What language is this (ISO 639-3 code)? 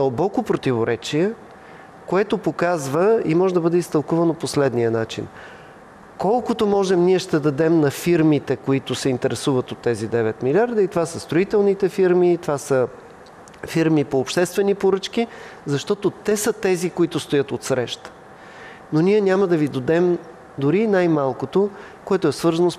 bul